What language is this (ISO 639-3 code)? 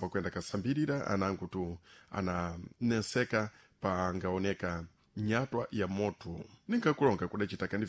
seh